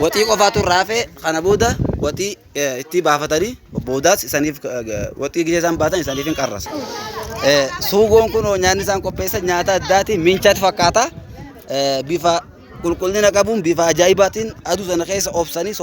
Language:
Oromo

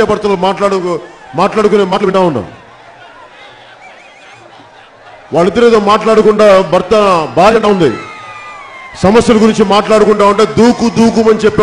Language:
Telugu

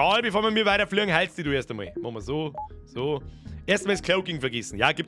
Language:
Bavarian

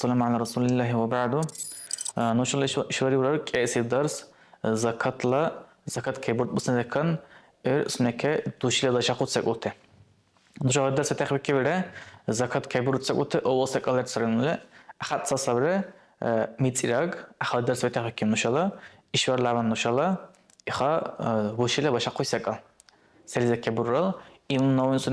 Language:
Dargwa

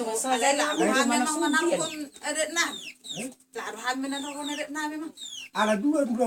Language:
Batak Toba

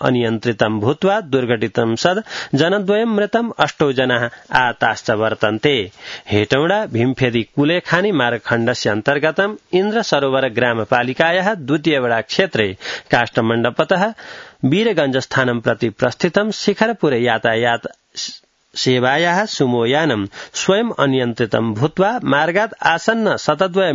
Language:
Sanskrit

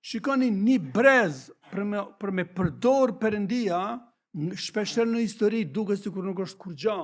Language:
Albanian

